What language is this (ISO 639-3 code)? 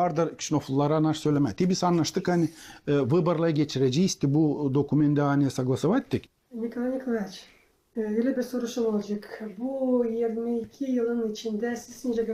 gag